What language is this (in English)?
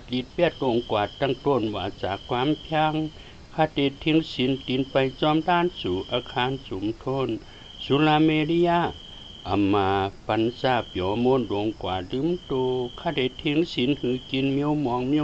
Shan